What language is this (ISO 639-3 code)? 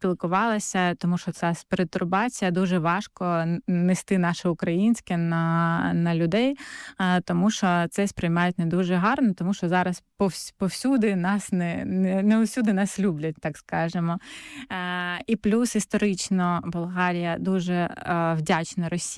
ukr